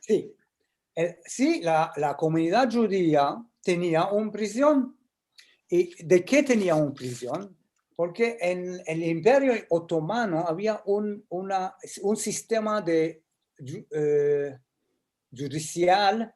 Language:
Ladino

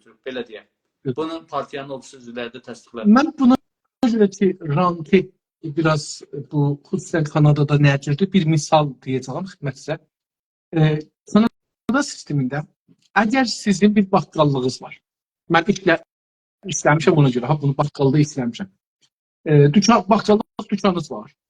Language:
South Azerbaijani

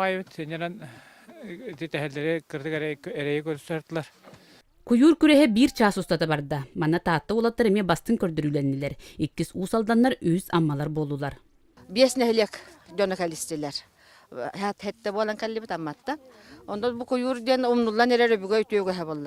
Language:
Yakut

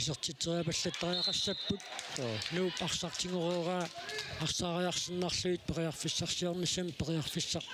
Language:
Kalaallisut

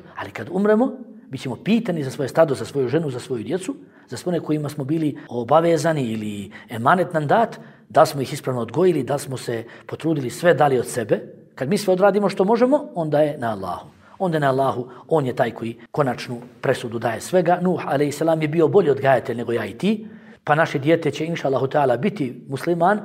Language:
Bosnian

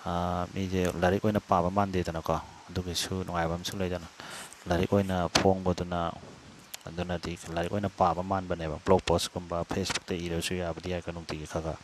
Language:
Manipuri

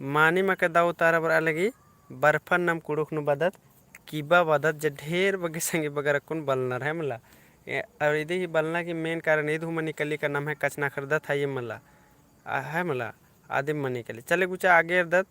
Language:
Kurukh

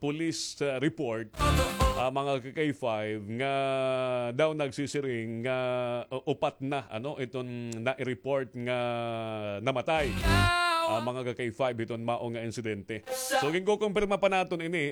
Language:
Waray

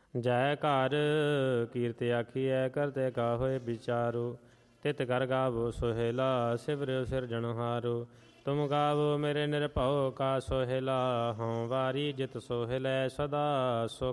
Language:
Punjabi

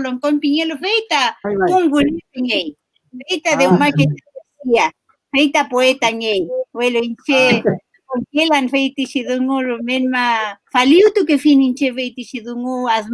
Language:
Mapuche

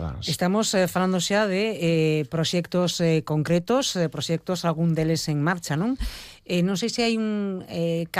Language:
Galician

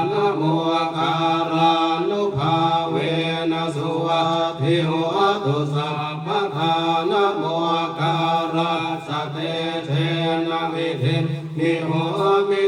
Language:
Pali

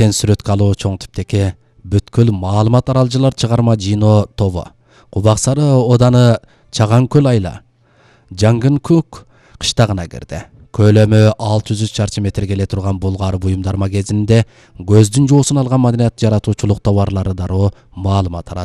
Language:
Kyrgyz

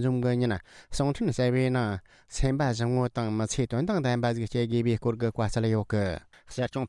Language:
Tibetan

